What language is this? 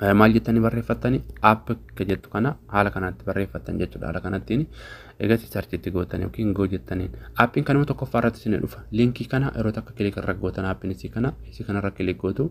Oromo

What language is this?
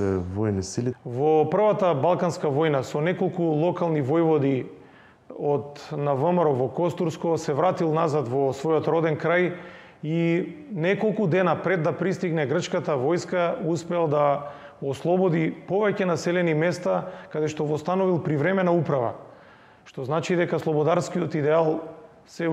Macedonian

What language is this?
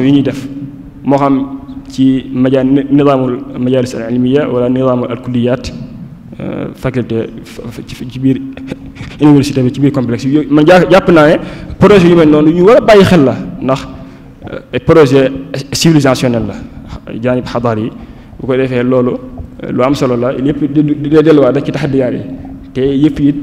Wolof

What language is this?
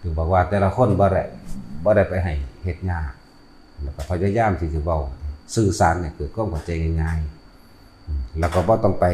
Northeastern Thai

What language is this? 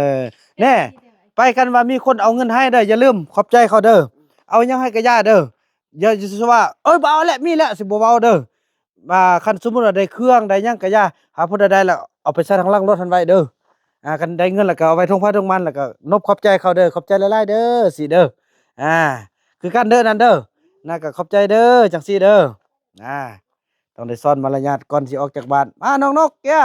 Northeastern Thai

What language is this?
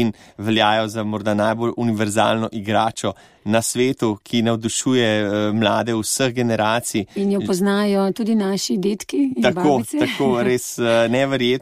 Slovenian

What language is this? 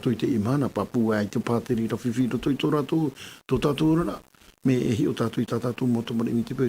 Tahitian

